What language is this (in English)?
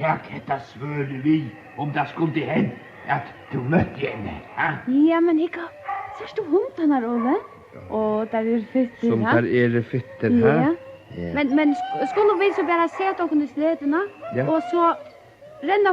Faroese